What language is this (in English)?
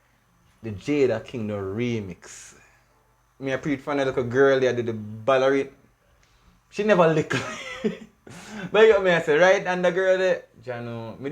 Jamaican Creole English